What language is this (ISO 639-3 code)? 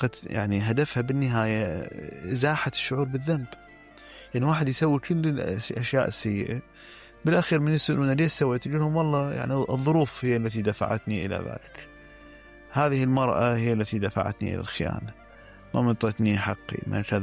acm